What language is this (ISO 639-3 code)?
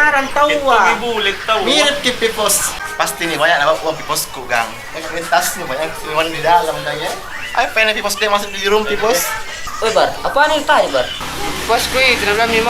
mfp